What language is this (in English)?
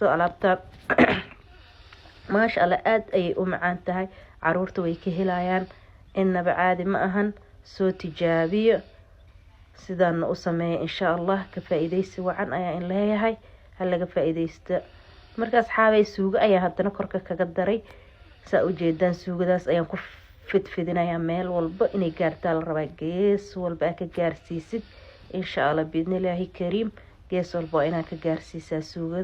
Somali